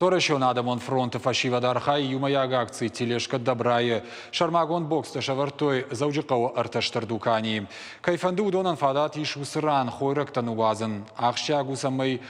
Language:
Ossetic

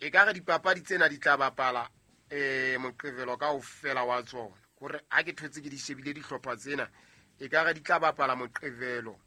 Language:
Southern Sotho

